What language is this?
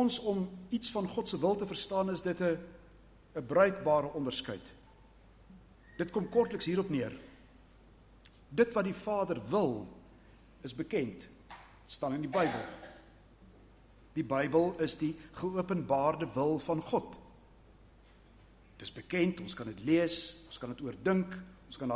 Afrikaans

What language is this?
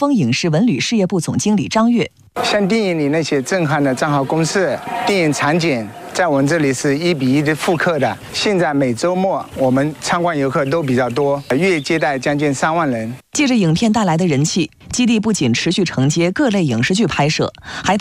Chinese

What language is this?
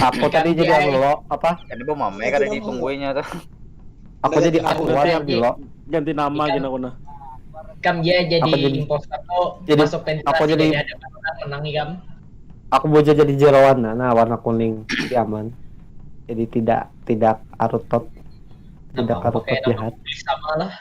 Banjar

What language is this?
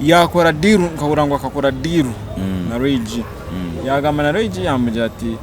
Nyankole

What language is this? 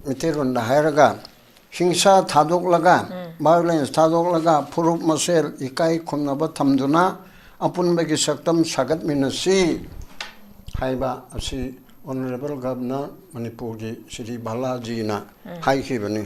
Manipuri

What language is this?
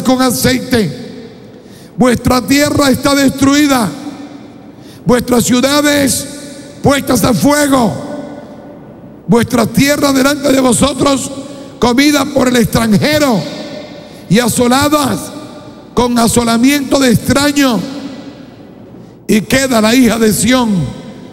Spanish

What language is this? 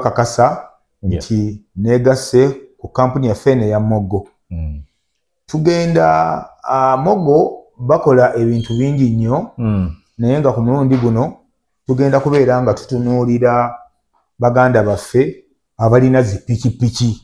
Ganda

